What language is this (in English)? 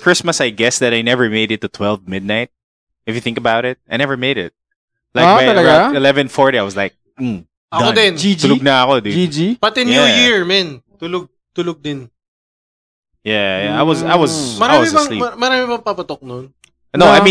Filipino